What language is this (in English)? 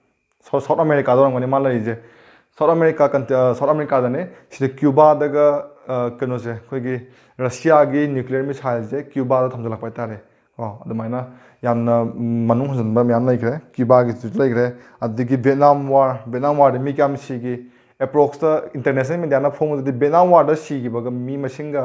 Manipuri